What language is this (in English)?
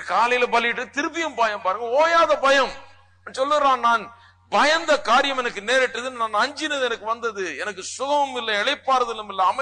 Tamil